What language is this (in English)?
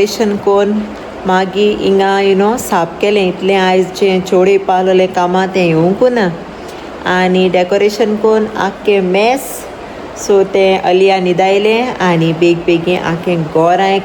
Konkani